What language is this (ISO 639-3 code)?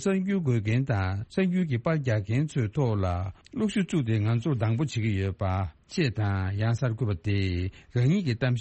bod